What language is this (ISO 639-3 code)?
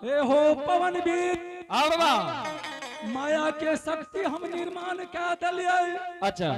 anp